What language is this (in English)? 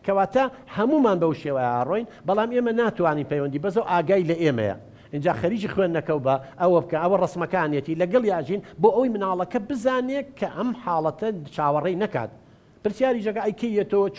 Central Kurdish